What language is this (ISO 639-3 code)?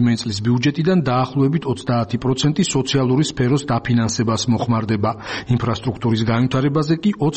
kat